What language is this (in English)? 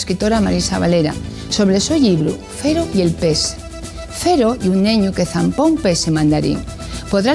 Asturian